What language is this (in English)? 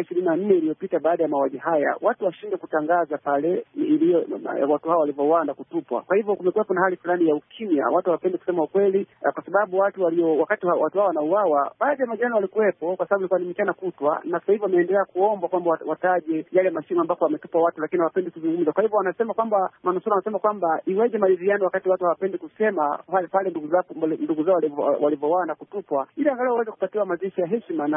Swahili